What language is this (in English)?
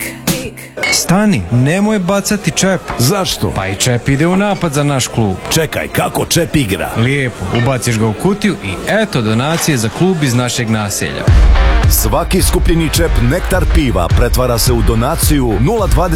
Croatian